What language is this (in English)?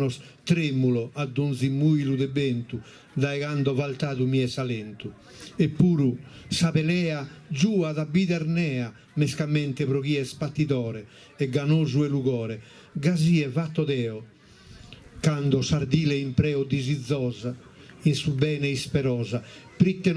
Sardinian